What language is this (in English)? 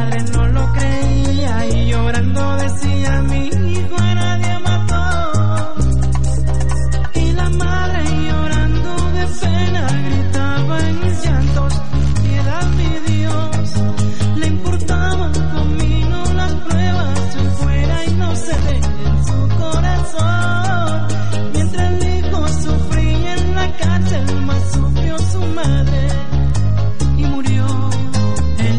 Spanish